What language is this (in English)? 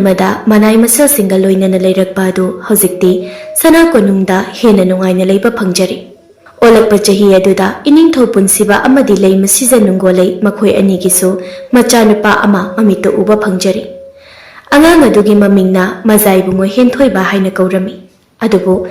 Manipuri